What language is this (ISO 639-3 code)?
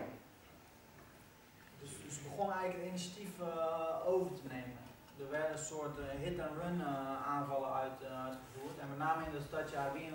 nld